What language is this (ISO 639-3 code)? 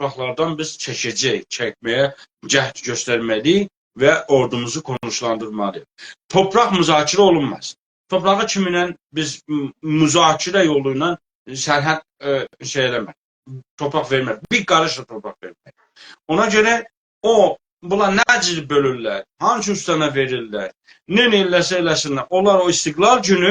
azb